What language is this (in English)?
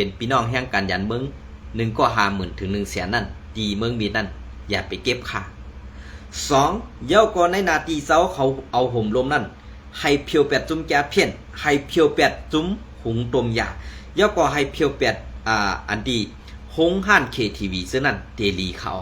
Shan